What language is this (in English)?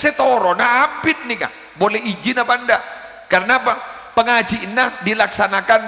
Madurese